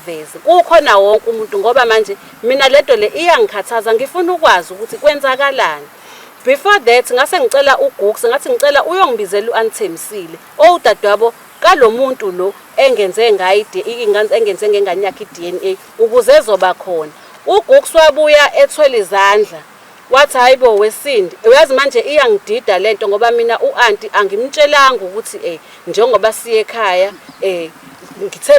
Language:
Zulu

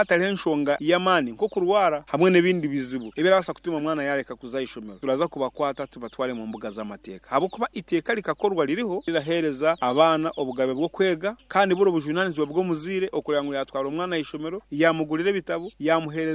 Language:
Nyoro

